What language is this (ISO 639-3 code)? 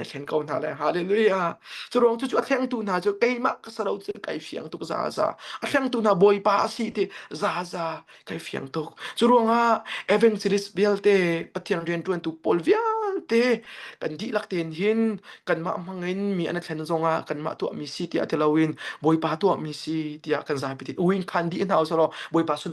cnh